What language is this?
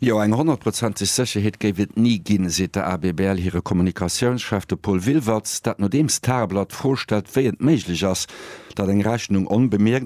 Luxembourgish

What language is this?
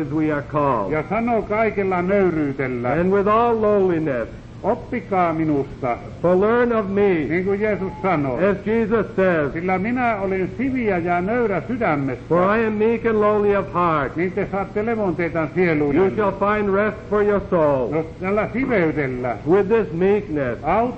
Finnish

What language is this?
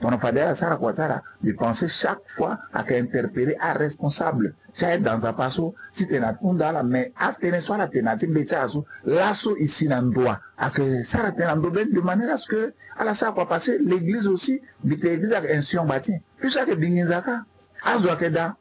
Sango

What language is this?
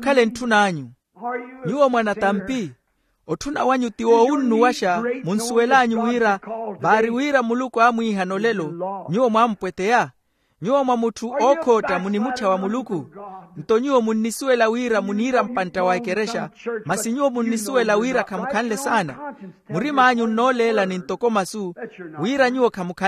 Makhuwa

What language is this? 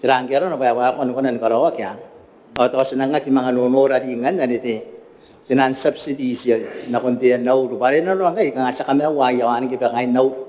Gilbertese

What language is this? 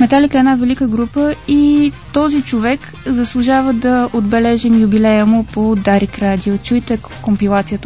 Bulgarian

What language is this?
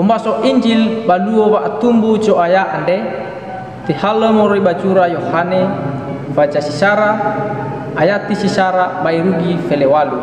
Nias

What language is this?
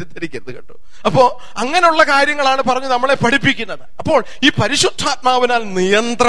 Malayalam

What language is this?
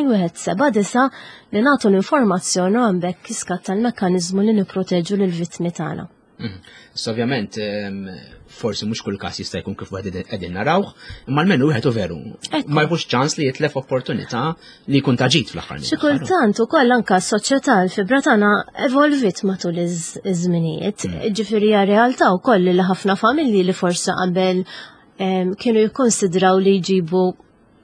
Maltese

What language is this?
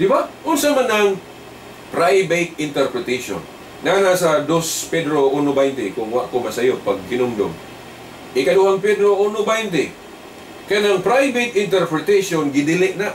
Cebuano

